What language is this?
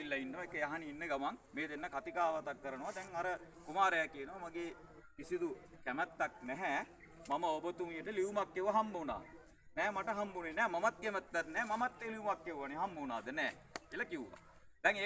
Sinhala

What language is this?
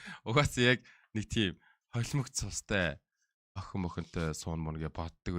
Mongolian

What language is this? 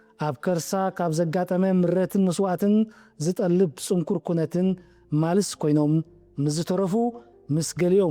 Tigrinya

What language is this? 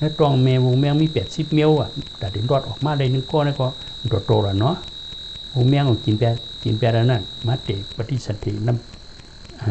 Shan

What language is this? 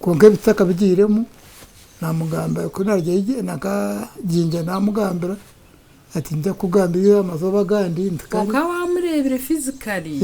Nyankole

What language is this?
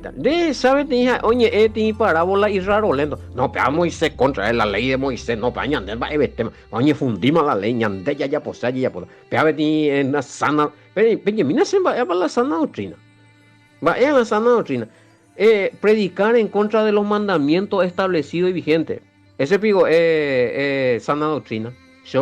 Guarani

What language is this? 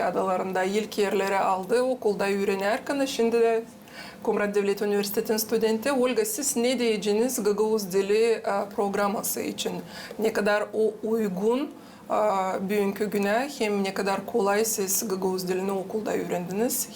Gagauz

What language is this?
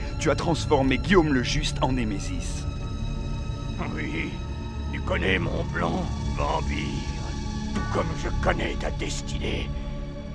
French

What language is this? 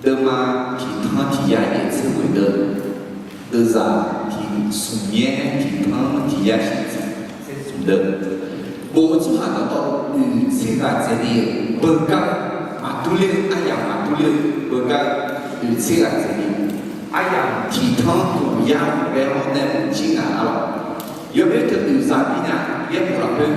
Akha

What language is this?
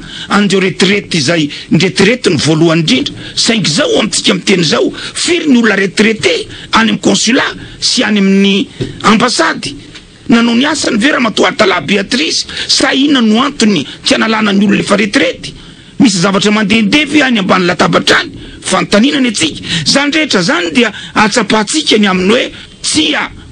Malagasy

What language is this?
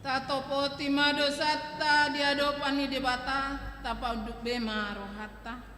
Batak Toba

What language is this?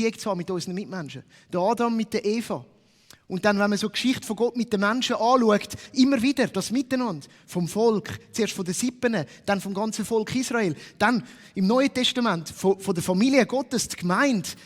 Swiss German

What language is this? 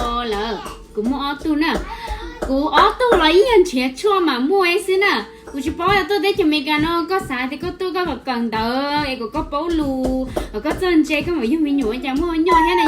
Hmong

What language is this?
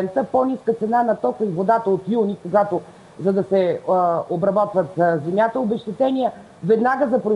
Bulgarian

